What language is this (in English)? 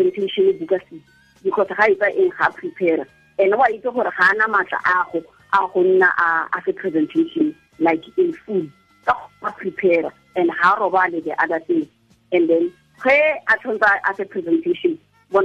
Tswana